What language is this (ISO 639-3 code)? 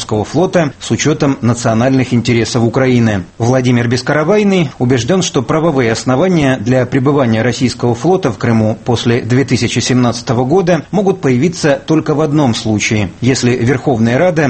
rus